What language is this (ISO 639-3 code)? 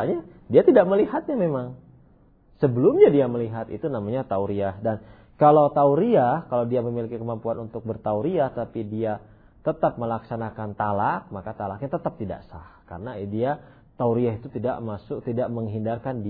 ind